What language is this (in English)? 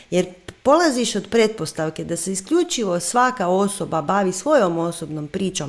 Croatian